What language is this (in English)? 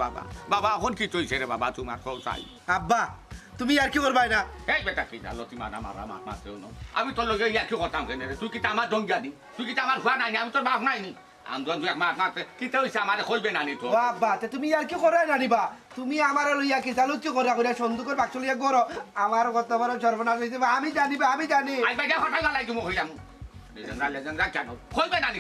Sylheti